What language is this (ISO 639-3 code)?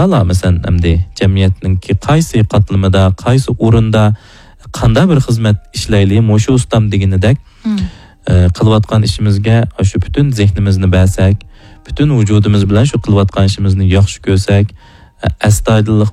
uig